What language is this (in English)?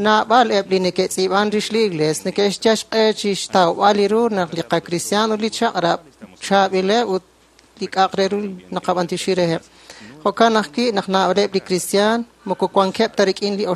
Kekchí